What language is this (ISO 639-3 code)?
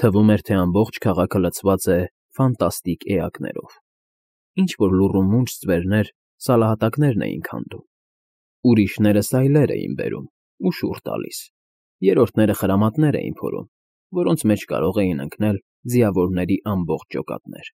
hye